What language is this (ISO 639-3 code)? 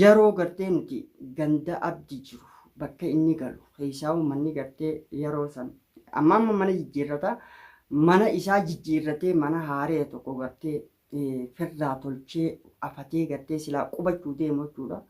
orm